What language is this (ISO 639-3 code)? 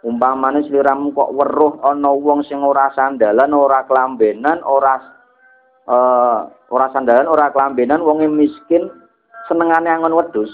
jav